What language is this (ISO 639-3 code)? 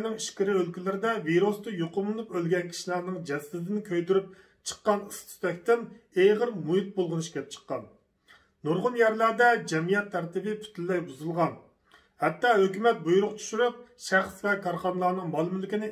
uig